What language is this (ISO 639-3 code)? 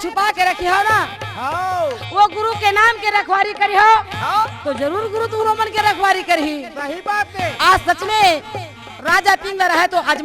hne